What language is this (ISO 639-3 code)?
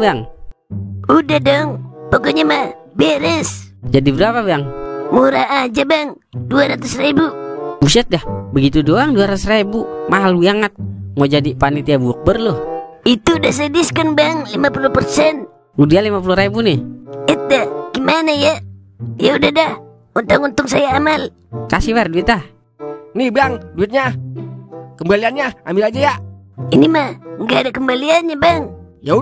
bew